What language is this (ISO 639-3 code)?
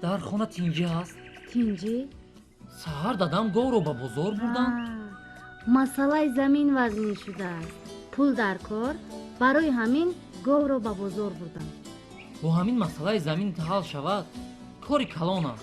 tgk